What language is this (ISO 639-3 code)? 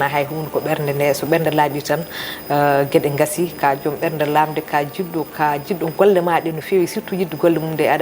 ful